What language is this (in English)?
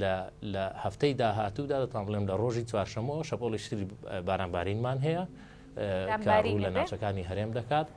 Central Kurdish